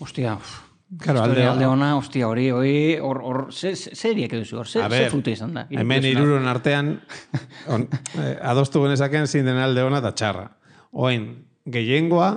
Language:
Basque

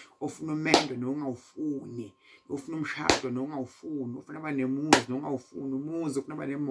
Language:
Zulu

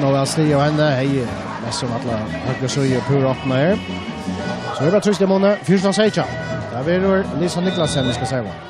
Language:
Faroese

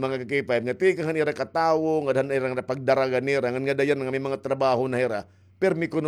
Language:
Waray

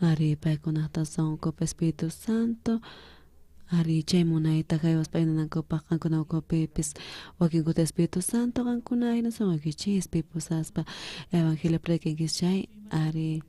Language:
South Bolivian Quechua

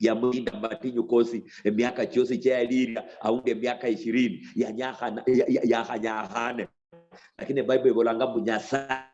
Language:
Luyia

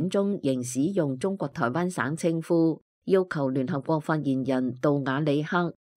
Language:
Cantonese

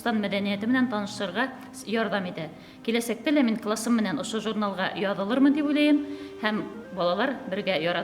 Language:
Bashkir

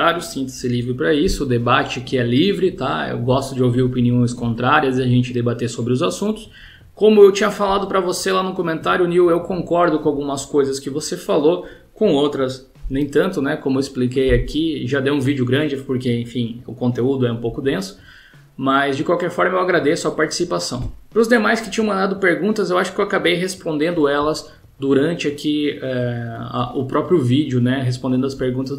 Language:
Portuguese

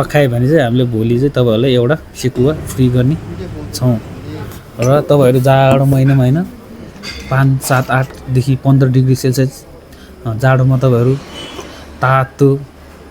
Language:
Nepali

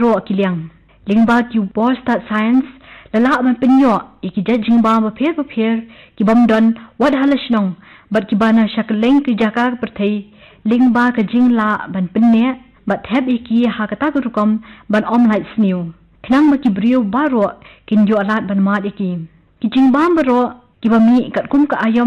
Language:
Khasi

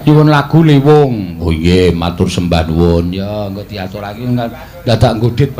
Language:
Javanese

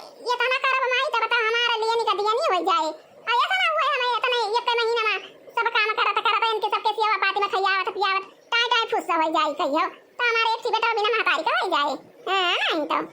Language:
Awadhi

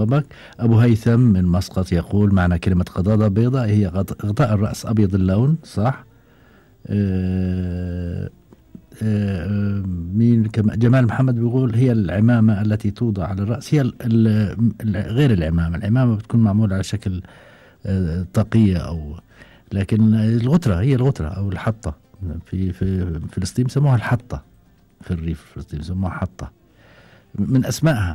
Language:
Gulf Arabic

